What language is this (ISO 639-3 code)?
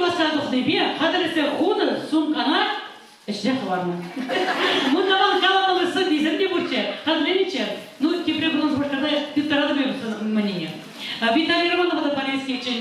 chv